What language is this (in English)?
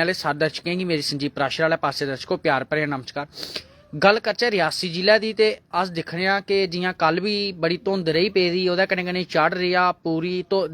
Dogri